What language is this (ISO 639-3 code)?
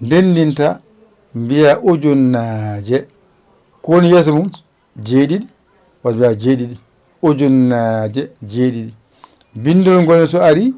ful